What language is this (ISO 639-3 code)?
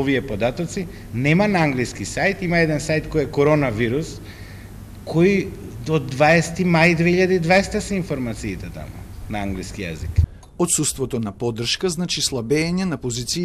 mkd